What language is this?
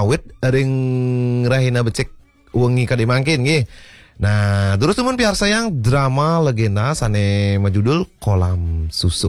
Balinese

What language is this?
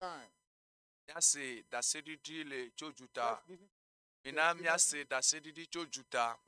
Ewe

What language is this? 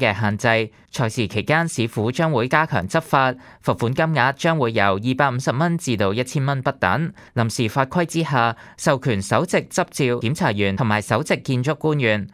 Cantonese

